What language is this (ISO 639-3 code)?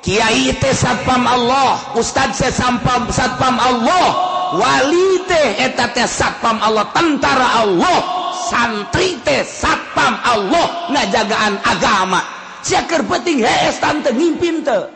sun